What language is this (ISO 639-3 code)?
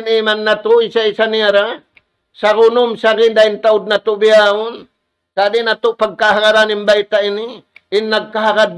tsg